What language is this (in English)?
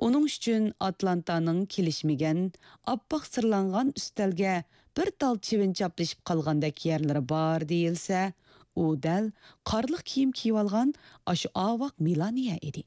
Uyghur